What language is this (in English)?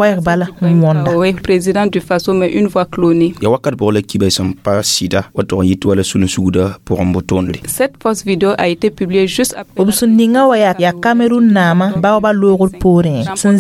Mossi